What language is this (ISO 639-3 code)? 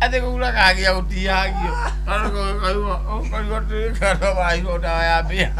kik